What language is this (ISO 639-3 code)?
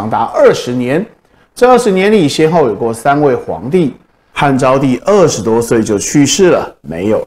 zho